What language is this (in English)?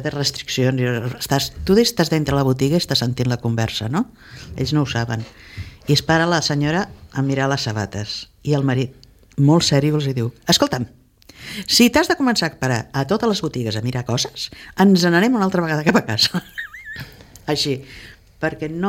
Catalan